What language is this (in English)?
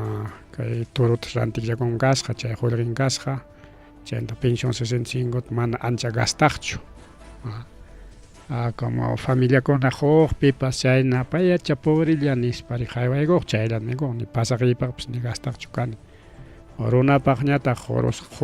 Ayacucho Quechua